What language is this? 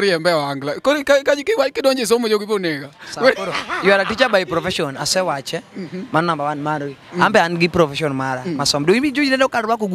Luo (Kenya and Tanzania)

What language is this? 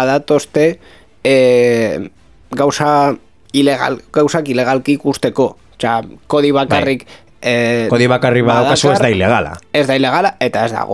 Basque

